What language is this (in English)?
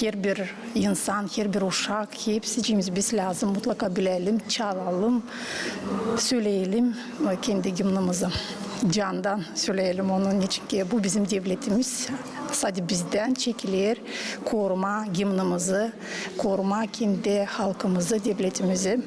Gagauz